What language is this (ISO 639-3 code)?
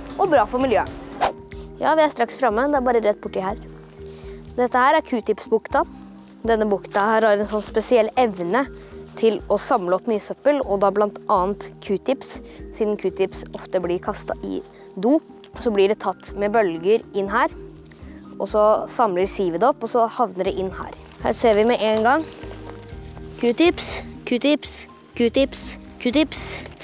nor